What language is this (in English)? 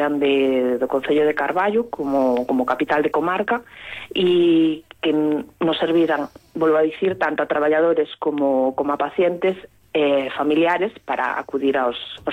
Galician